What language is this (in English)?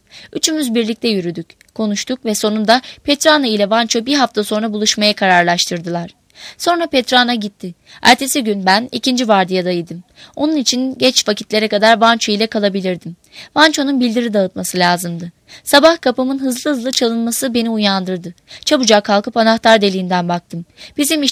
Turkish